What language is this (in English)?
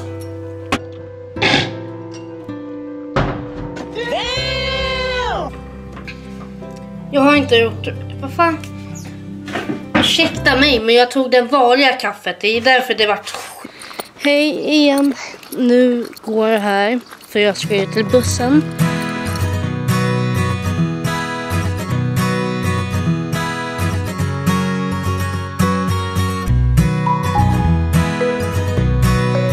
Swedish